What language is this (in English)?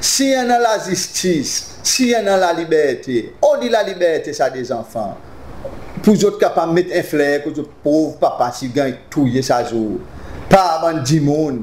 Seselwa Creole French